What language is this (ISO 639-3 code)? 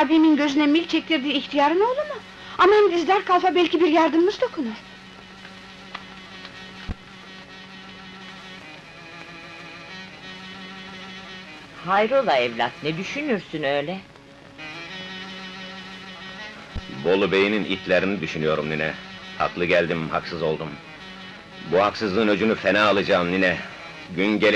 tur